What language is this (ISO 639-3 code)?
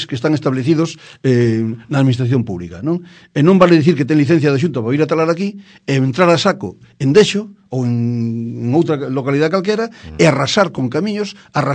glg